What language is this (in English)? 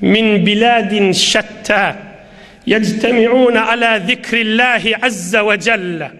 Turkmen